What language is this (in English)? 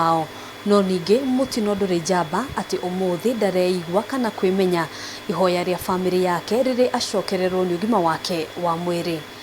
Kikuyu